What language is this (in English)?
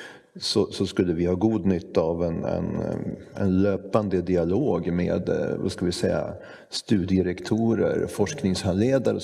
Swedish